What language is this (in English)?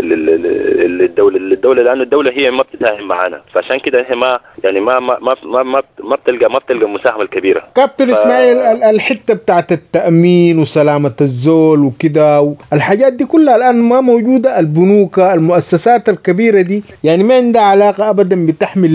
Sudanese Arabic